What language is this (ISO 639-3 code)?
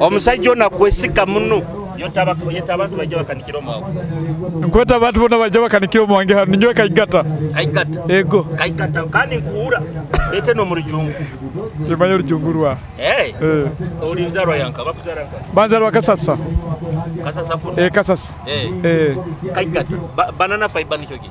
nyo